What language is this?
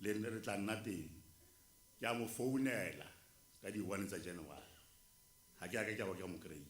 Tswana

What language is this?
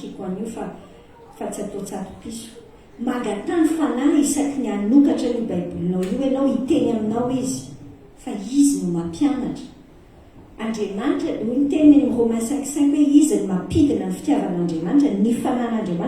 Malagasy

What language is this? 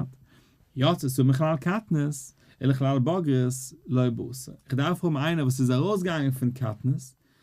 Yiddish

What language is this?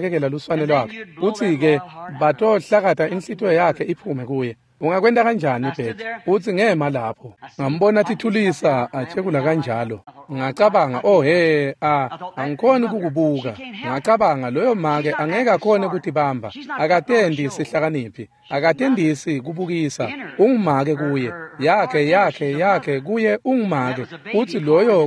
Swati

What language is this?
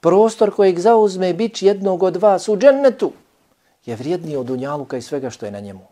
Bosnian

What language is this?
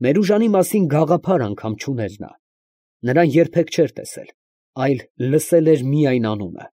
Armenian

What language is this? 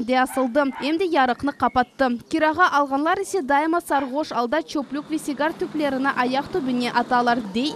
Crimean Tatar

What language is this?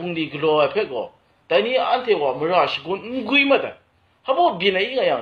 Kachin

